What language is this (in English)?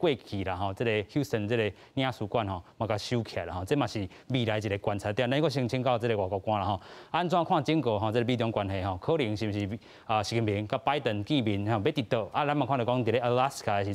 Min Nan Chinese